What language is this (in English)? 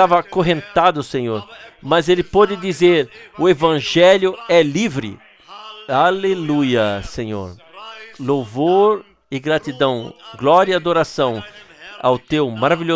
Portuguese